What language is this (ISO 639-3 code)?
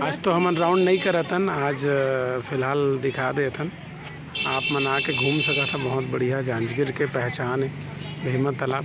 hne